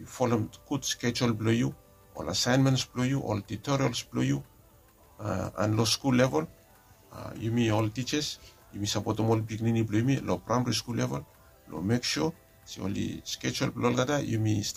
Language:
Bislama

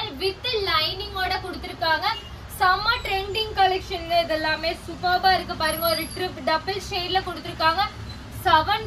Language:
Tamil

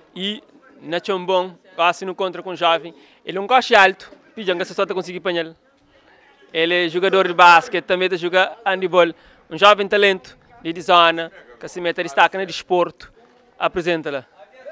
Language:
Kabuverdianu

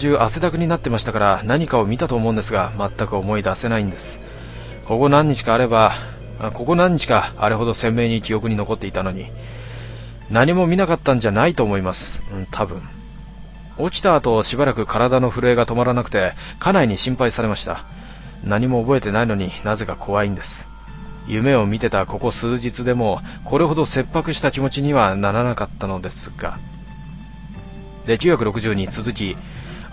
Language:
Japanese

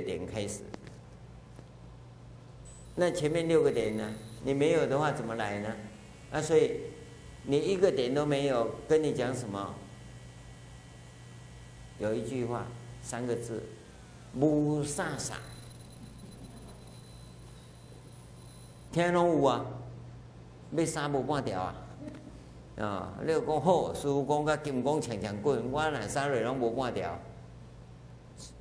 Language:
Chinese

